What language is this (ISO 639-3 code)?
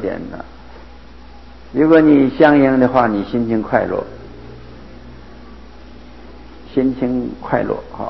zho